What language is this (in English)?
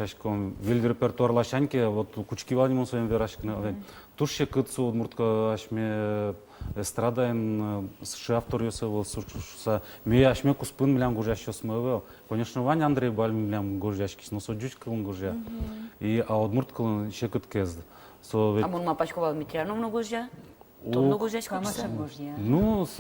Udmurt